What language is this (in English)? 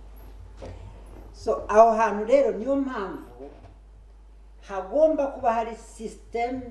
Kinyarwanda